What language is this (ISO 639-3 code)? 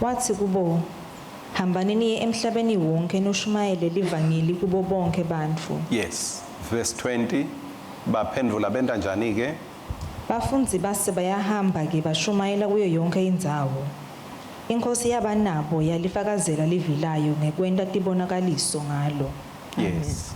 ssw